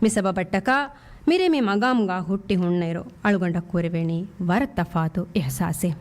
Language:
Divehi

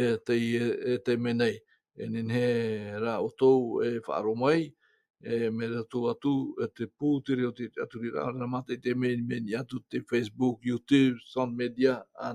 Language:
Tahitian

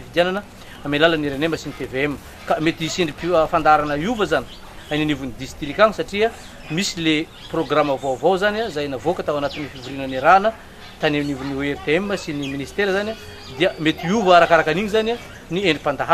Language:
Malagasy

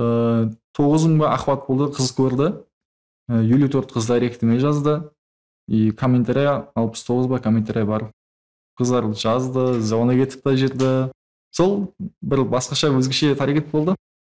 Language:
Kara-Kalpak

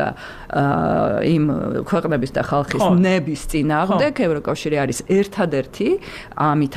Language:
Georgian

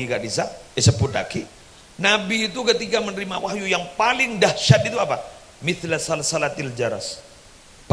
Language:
Madurese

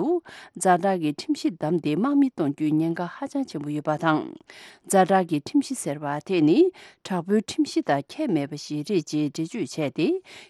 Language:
Tibetan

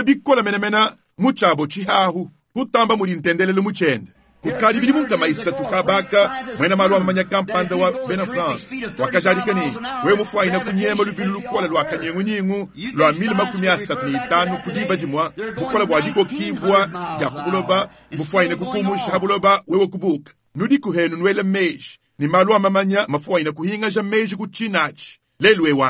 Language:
Luba-Lulua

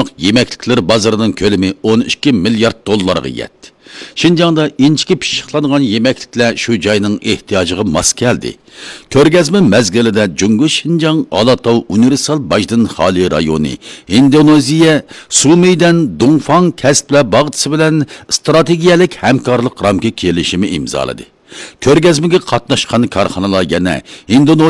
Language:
Uyghur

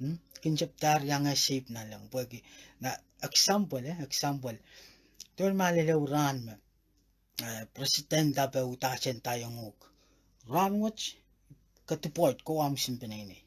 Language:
Pohnpeian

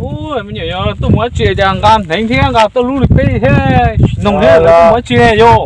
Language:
Hmong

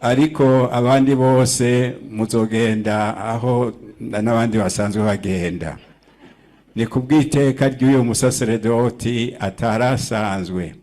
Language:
Rundi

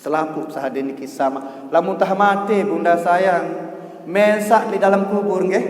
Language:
Sasak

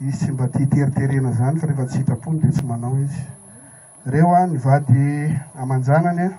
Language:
Malagasy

